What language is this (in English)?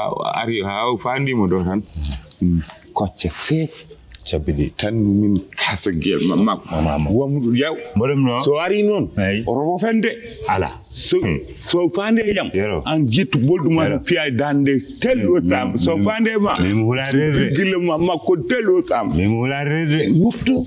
Fula